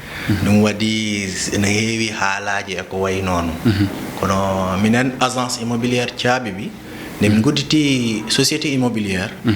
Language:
Fula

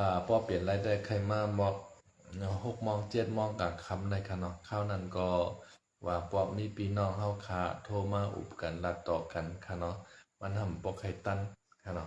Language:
Shan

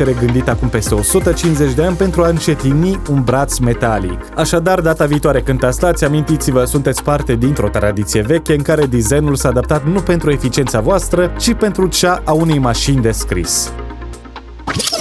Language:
Romanian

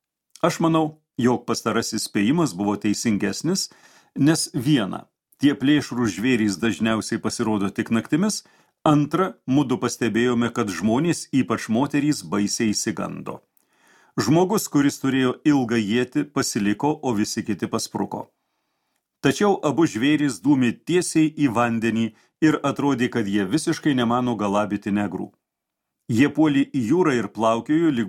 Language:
Lithuanian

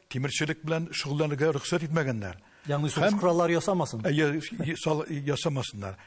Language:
Tatar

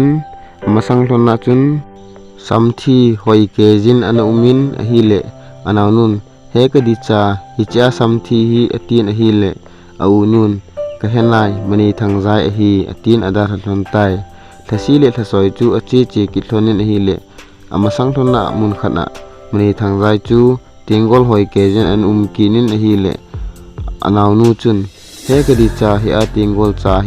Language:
Thado Chin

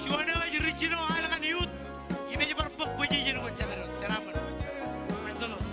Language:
Marshallese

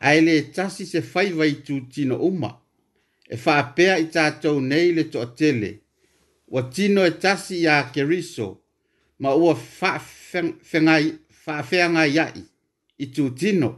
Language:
Samoan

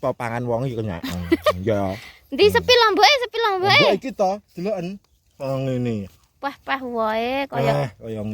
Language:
Javanese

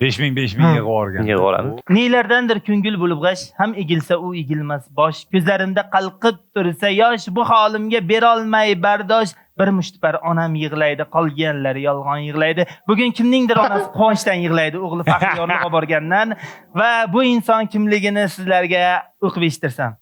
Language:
Uzbek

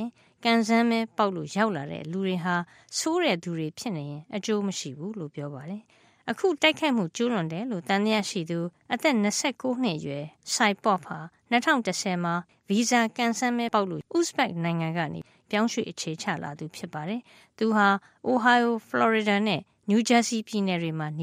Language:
Burmese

